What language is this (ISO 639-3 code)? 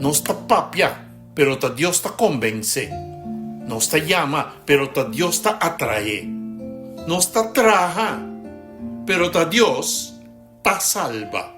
pap